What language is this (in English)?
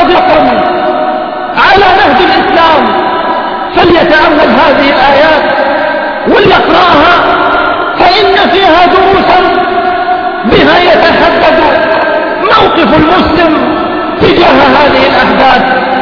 Arabic